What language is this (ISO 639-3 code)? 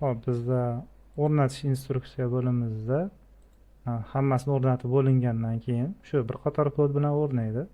uzb